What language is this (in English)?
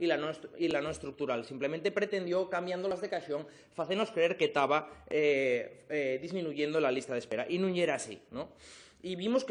Asturian